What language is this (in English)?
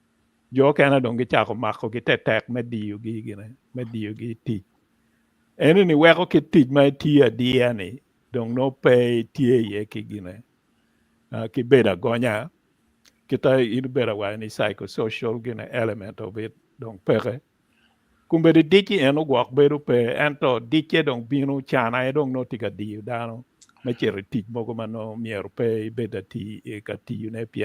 Acoli